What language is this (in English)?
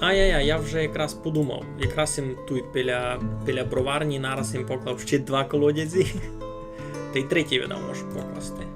Rusyn